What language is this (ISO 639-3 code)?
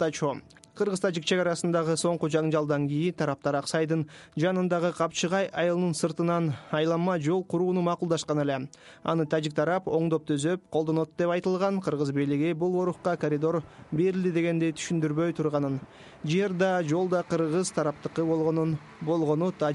kir